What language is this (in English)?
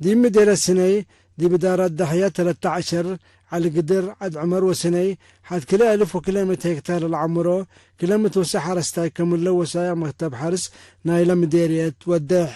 Tigre